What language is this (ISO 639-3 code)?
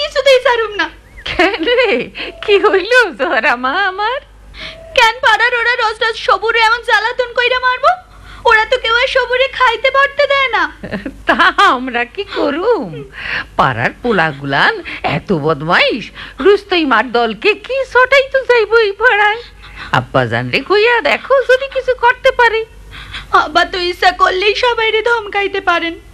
ben